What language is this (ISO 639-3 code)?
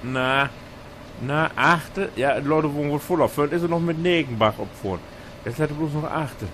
nds